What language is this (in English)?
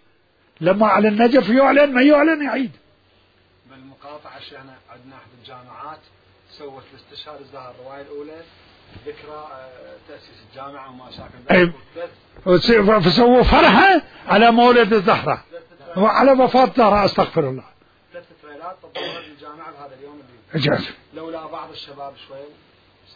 Mesopotamian Arabic